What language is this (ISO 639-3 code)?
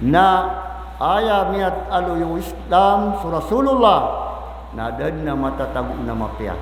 mrw